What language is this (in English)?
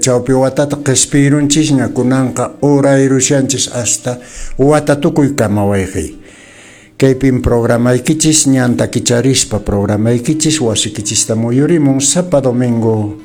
Quechua